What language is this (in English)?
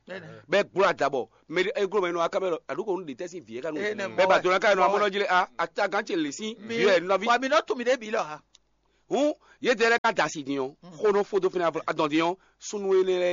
Fon